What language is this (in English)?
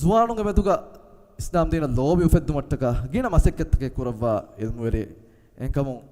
Divehi